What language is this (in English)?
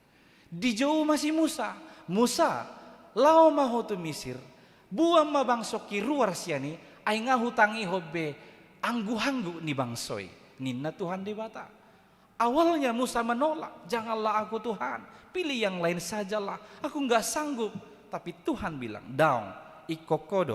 Batak Toba